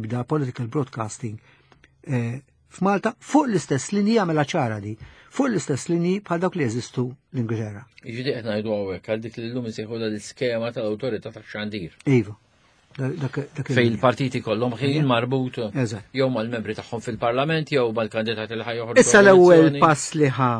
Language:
Maltese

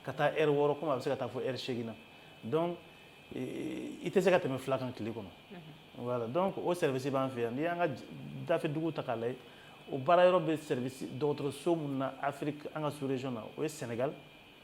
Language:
Bambara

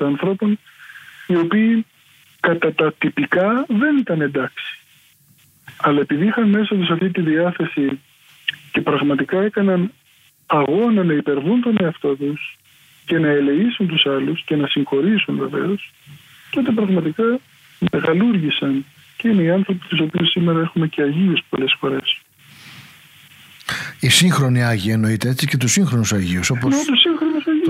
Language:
Greek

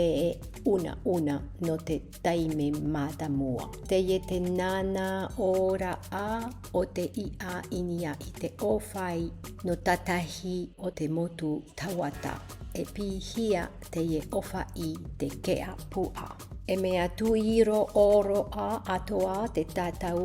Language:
Tahitian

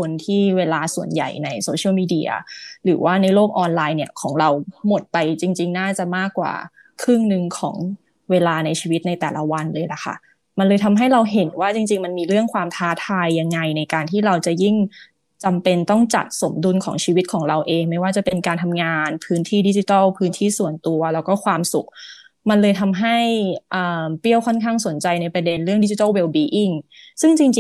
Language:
Thai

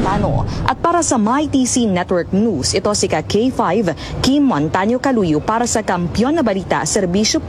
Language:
Filipino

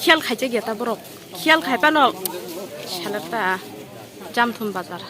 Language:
Kok Borok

